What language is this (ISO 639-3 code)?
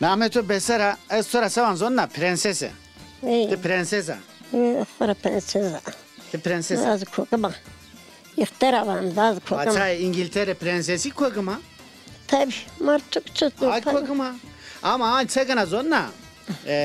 zza